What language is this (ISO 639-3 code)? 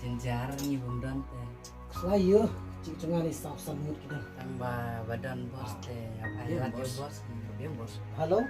kha